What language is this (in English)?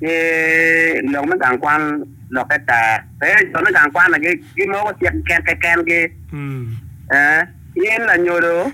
Acoli